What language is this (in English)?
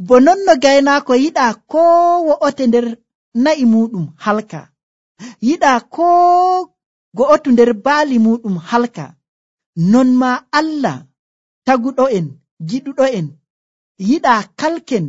Nigerian Fulfulde